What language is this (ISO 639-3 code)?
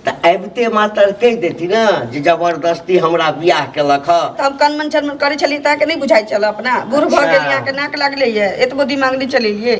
mai